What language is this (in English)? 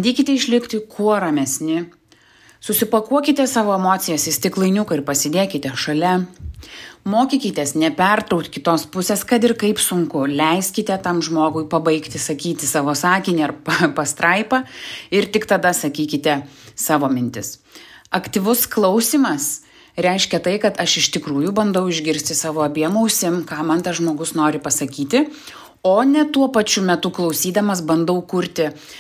Lithuanian